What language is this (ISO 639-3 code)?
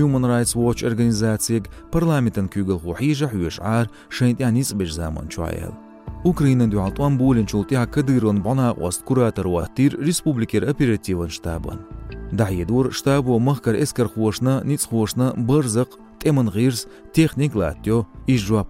che